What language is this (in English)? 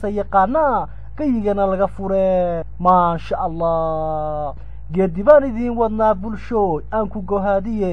Somali